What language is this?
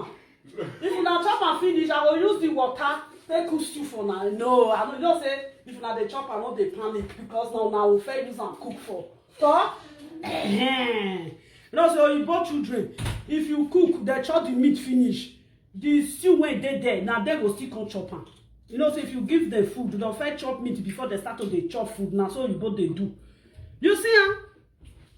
Nigerian Pidgin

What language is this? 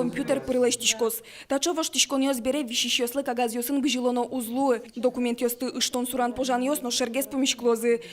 Udmurt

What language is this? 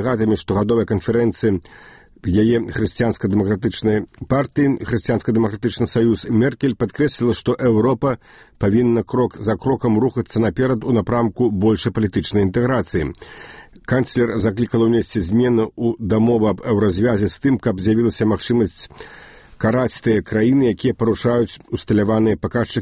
Belarusian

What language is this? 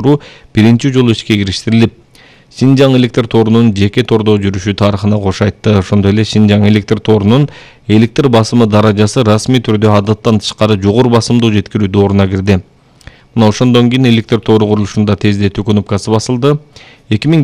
Kyrgyz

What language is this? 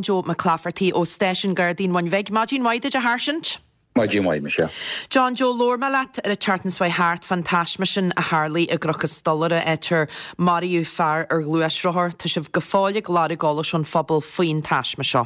Irish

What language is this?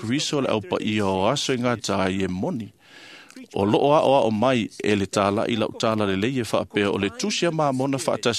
Samoan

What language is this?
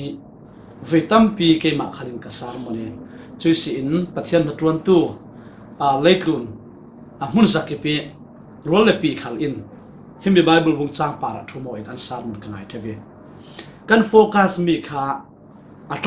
Falam Chin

